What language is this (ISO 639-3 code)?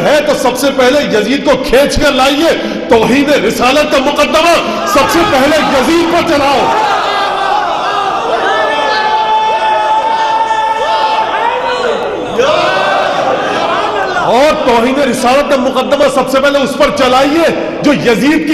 urd